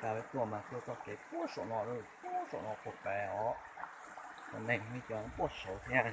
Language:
Hmong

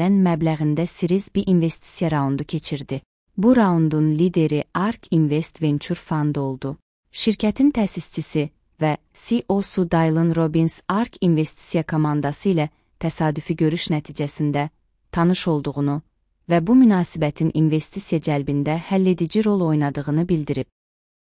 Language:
Azerbaijani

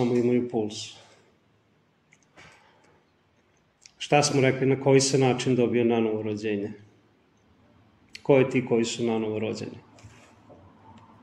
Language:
Serbian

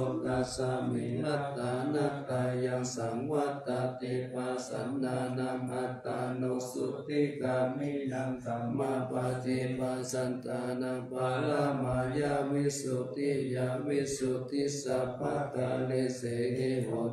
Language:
Pali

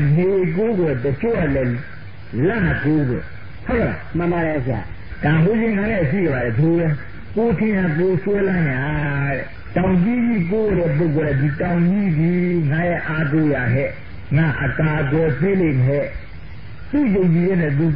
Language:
Burmese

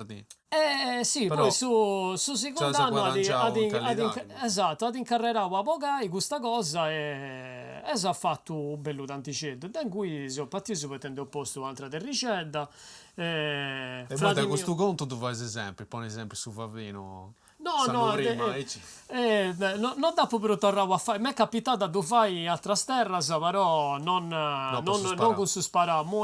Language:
Sardinian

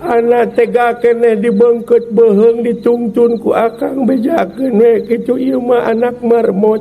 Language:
Sundanese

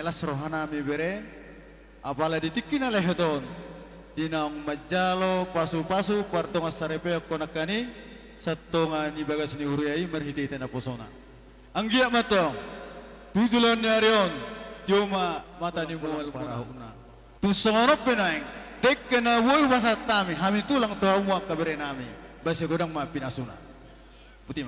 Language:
Batak Toba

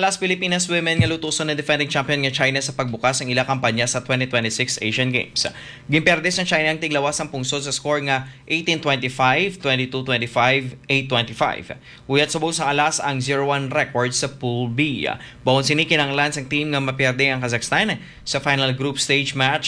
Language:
Hiligaynon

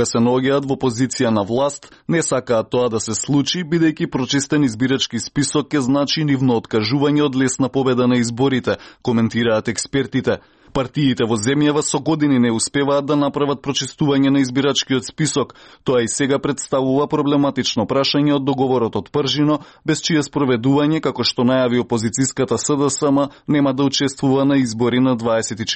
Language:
Macedonian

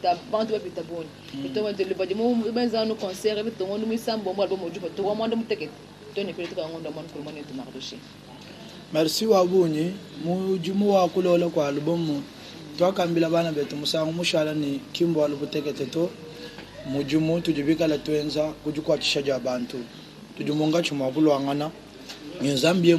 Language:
Luba-Lulua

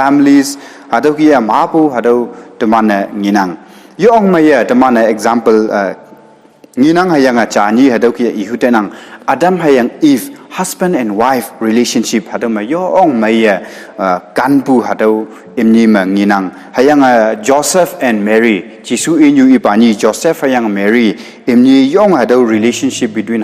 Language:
Konyak Naga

